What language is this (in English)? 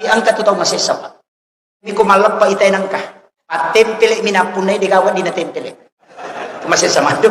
Buginese